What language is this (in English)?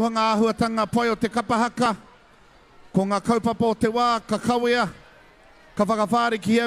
Māori